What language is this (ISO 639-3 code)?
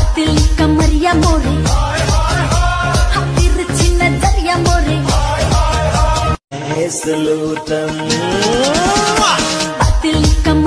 bho